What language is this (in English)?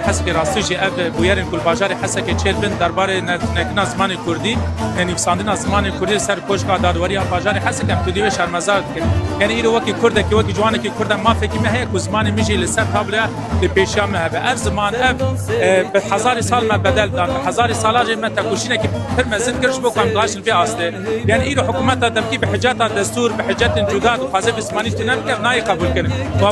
Kurdish